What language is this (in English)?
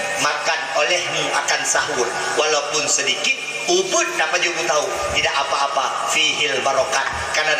Achinese